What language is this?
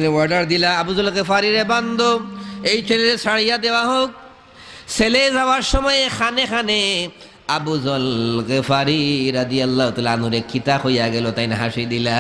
Sylheti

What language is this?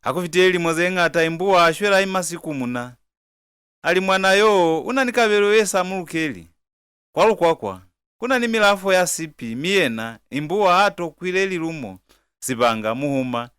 Lozi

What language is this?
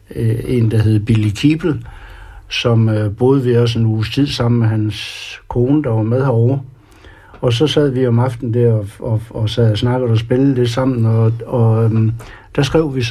Danish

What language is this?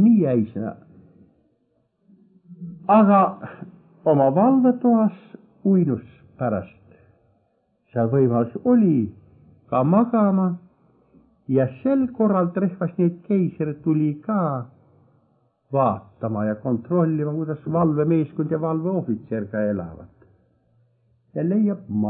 Estonian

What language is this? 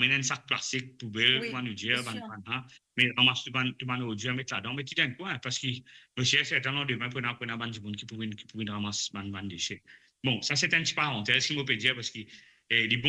Morisyen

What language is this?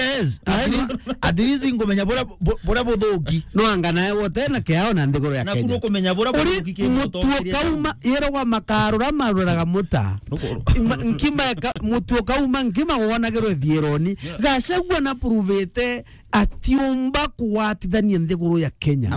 Meru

